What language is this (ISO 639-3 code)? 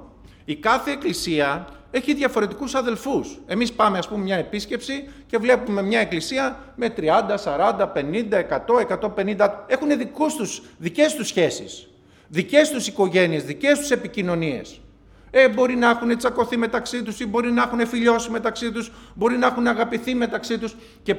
ell